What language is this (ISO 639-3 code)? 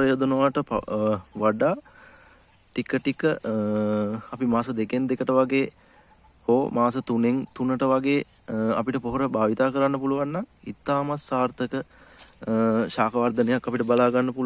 sin